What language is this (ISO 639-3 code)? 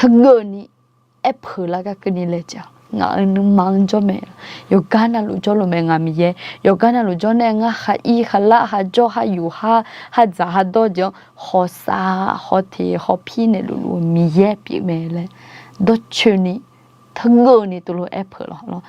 ahk